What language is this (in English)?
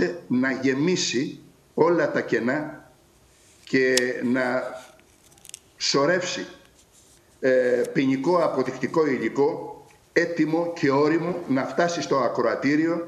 Greek